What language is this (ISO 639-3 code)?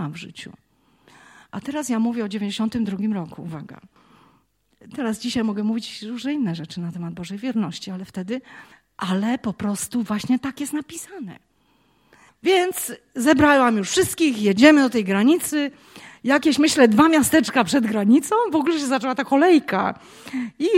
pol